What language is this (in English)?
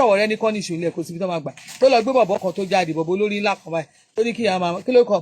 Yoruba